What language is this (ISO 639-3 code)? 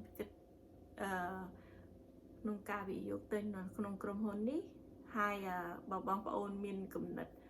khm